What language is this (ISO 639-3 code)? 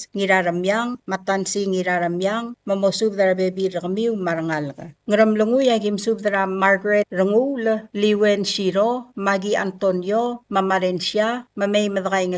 pau